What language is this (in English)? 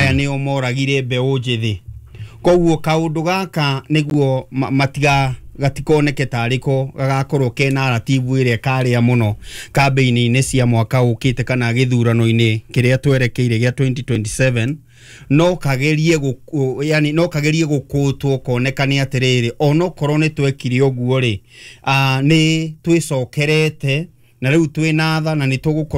Kikuyu